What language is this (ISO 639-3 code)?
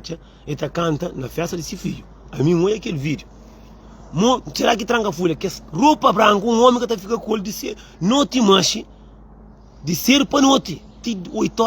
kea